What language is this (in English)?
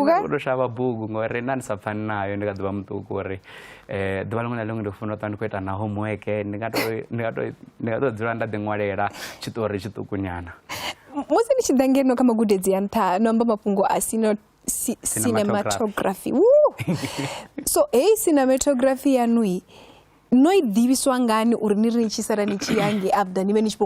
Venda